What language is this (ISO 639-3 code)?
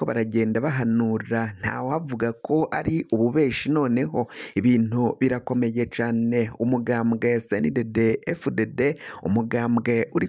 run